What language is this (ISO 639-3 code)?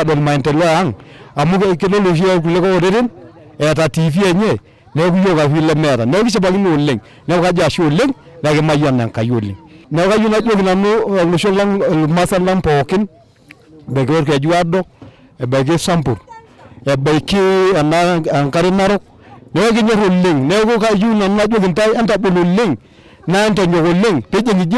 mas